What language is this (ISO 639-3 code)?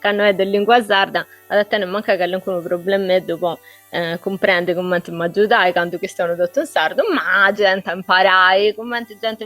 srd